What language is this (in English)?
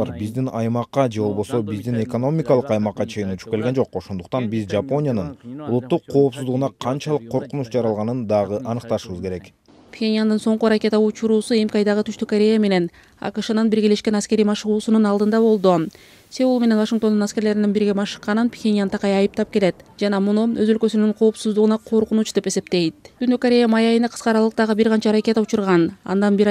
Kyrgyz